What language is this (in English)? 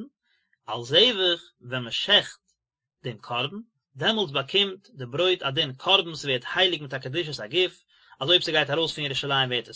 Yiddish